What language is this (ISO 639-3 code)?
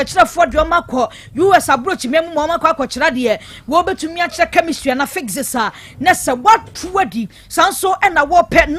aka